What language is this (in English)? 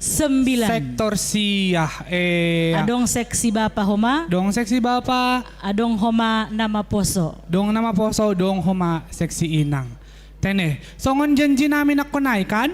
Batak Simalungun